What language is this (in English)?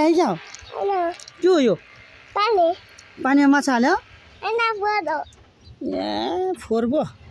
Nepali